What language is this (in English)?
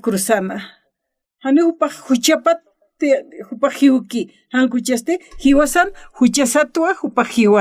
Aymara